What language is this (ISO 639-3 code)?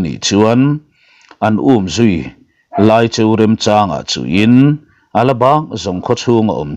lus